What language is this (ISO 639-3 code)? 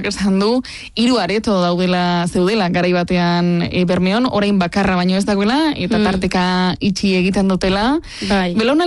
eus